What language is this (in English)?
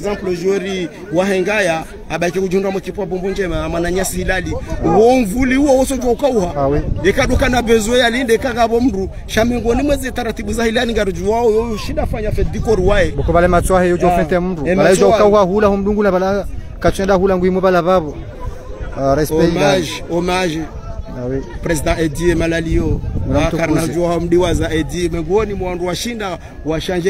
Swahili